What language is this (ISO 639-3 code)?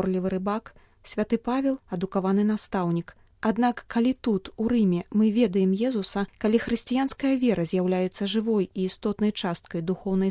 bel